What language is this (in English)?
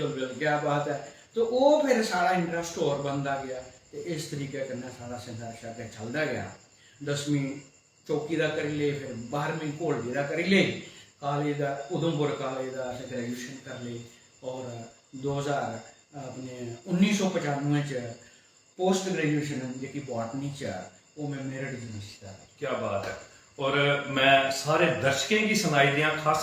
Dogri